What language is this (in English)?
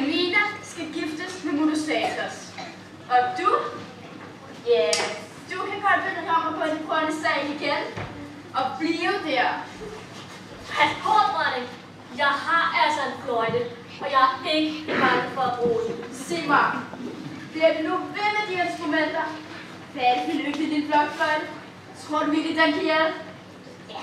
Danish